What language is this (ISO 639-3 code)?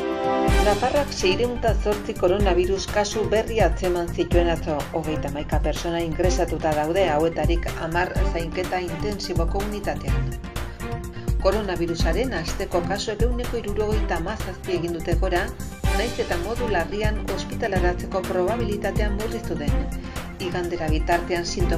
eus